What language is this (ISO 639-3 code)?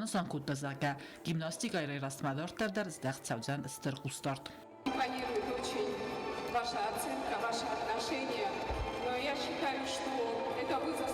oss